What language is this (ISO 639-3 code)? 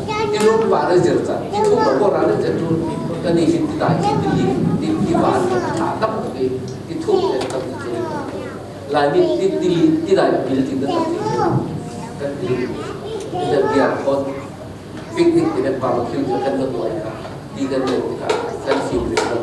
cfm